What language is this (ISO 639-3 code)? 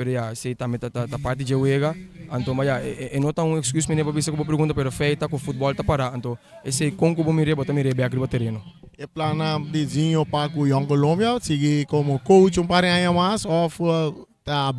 pap